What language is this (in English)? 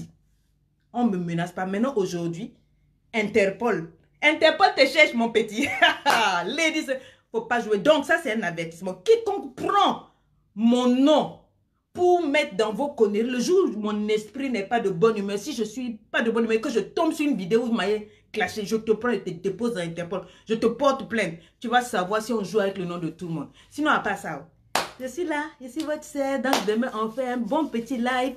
French